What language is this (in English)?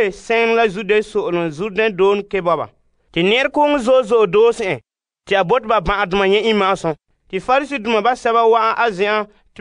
Frafra